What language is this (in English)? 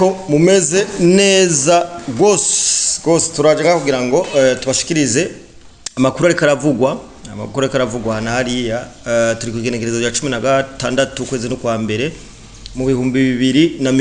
Rundi